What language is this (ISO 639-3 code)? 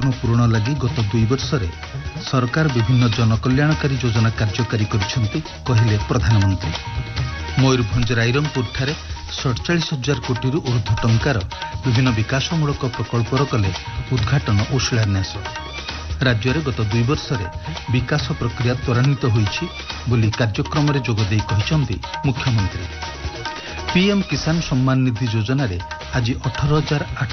ori